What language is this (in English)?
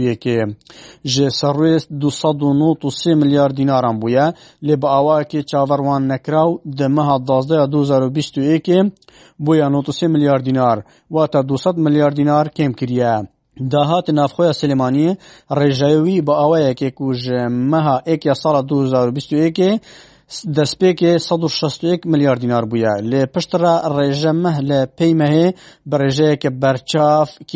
Kurdish